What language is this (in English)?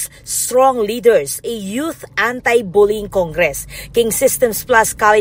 Pampanga